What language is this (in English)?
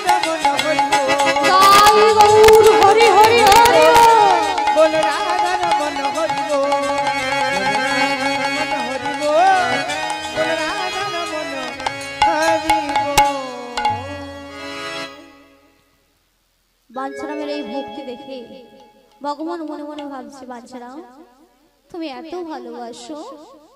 Bangla